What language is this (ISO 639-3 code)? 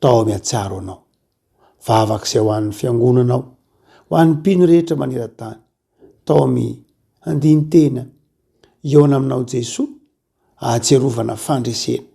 mlg